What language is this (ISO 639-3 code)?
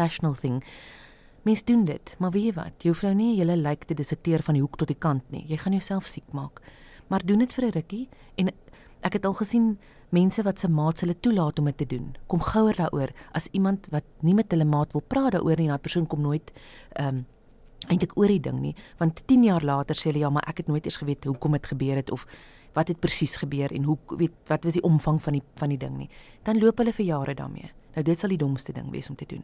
afr